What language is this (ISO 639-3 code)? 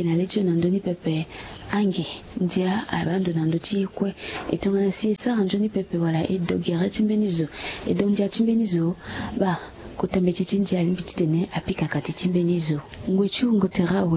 sag